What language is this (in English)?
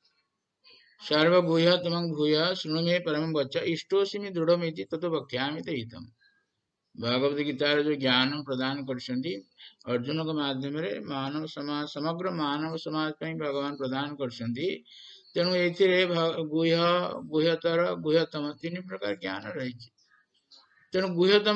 Odia